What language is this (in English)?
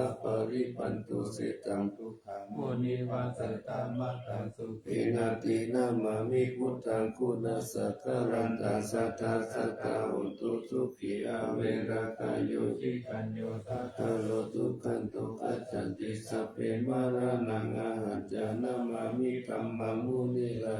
Pali